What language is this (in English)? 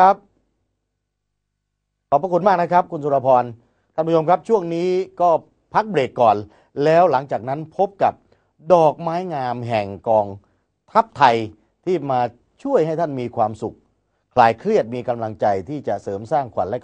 Thai